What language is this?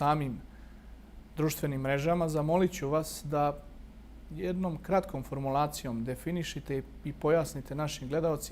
Bosnian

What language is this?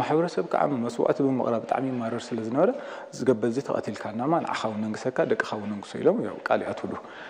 Tigrinya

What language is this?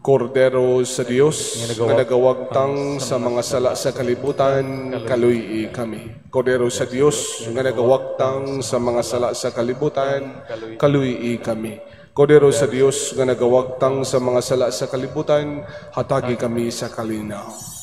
Cebuano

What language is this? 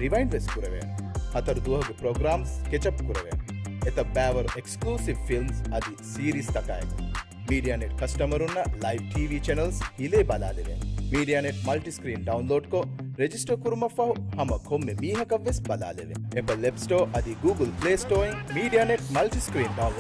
Divehi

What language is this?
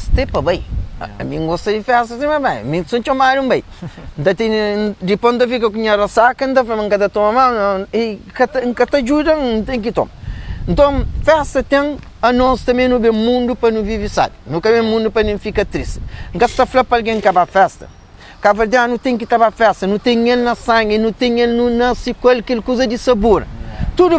Kabuverdianu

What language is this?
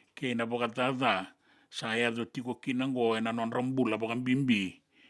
Fijian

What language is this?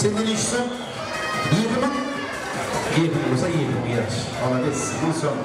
Kara-Kalpak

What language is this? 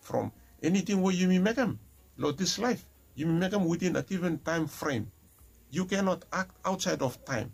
Bislama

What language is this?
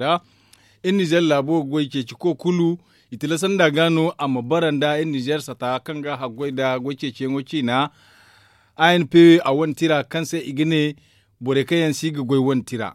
Zarma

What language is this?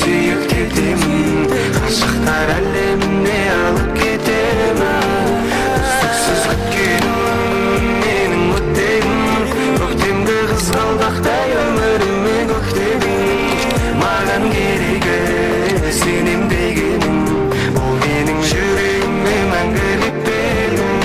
Kara-Kalpak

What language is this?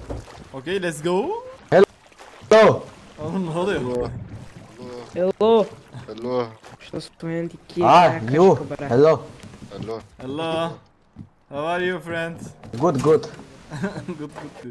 Turkish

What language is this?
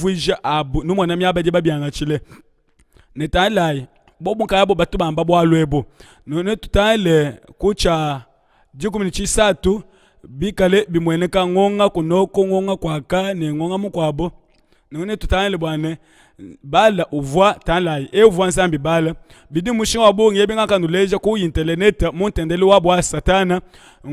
Luba-Lulua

